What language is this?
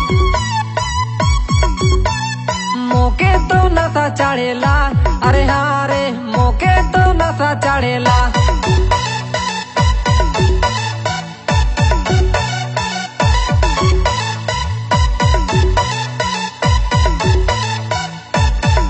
Bhojpuri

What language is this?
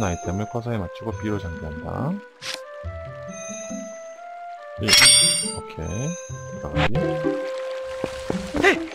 Korean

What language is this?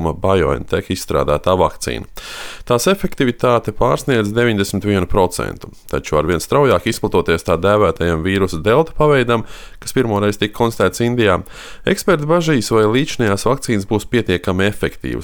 Latvian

